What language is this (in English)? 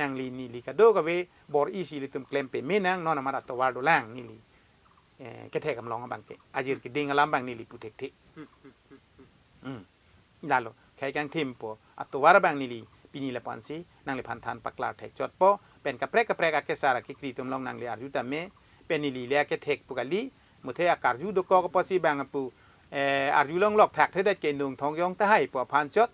Karbi